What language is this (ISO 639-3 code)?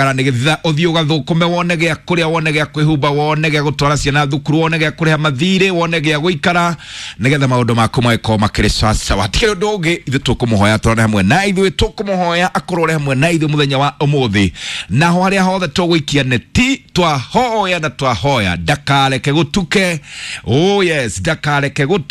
kik